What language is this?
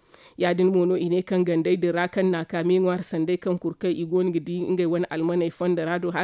Zarma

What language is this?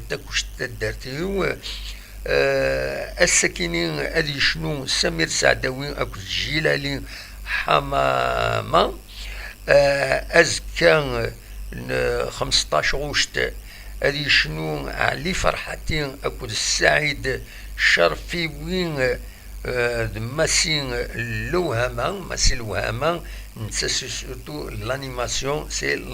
Kabyle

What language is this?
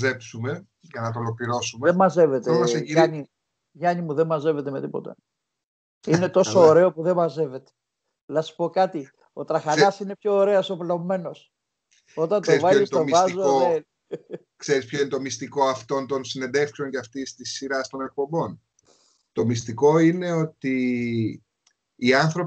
Greek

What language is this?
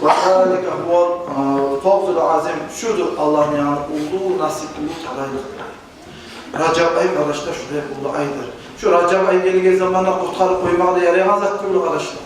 Kumyk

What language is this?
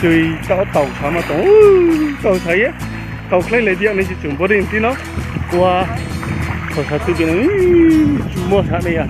Riang (India)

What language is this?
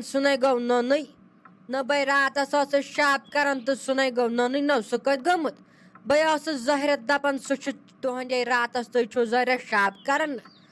Kashmiri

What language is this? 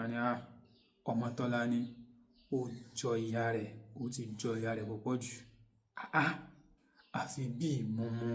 Yoruba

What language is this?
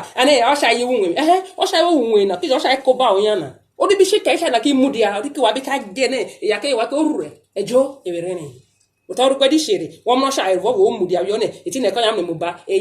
Urhobo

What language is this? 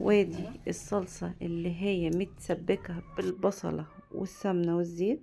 Egyptian Arabic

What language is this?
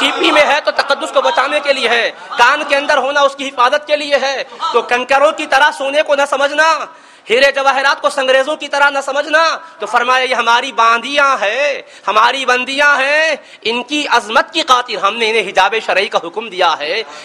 Urdu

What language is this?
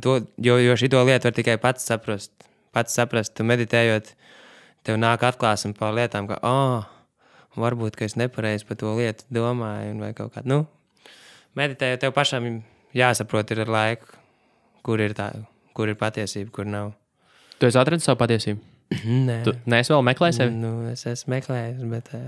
Latvian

